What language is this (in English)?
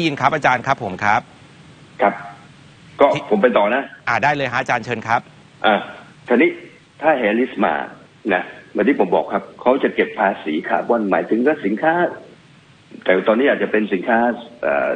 Thai